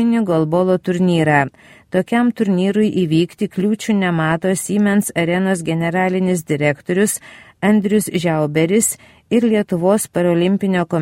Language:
Lithuanian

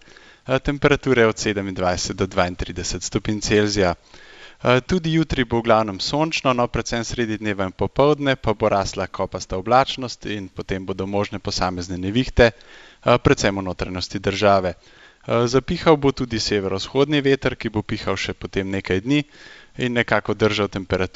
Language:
Slovenian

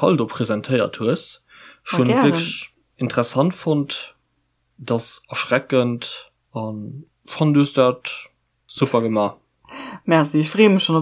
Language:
Luxembourgish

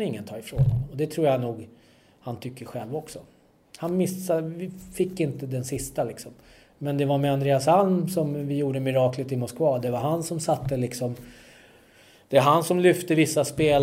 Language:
Swedish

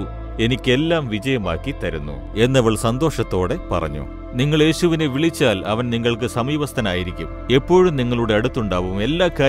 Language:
Malayalam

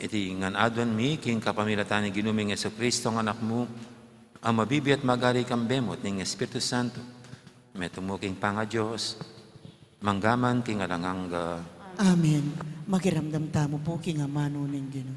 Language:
Pampanga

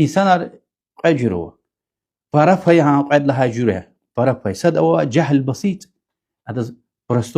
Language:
Lezghian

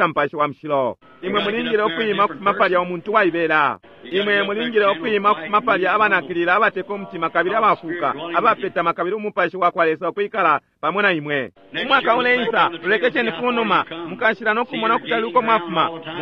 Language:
Bemba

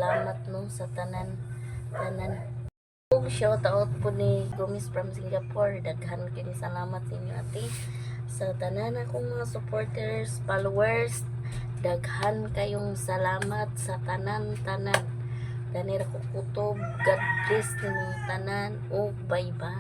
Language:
Cebuano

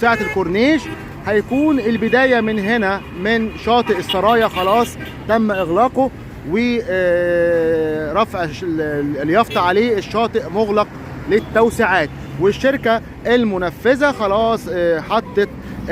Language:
Egyptian Arabic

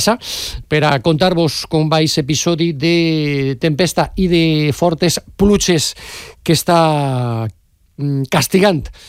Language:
Catalan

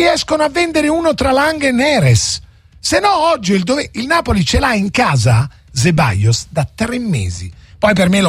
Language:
Italian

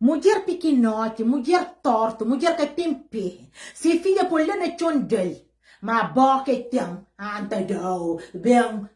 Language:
Kabuverdianu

